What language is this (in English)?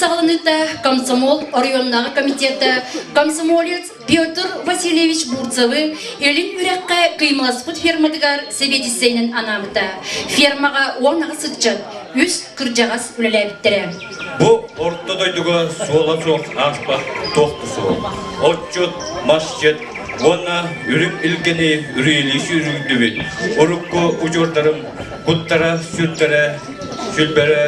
Yakut